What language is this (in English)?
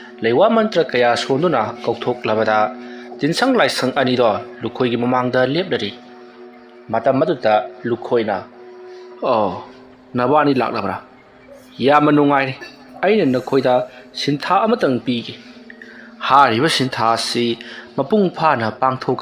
Manipuri